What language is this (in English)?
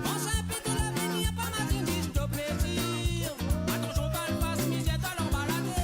Morisyen